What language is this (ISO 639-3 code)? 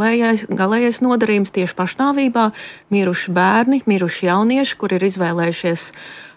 lav